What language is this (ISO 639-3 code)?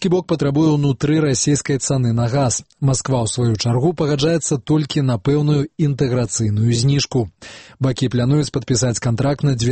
bel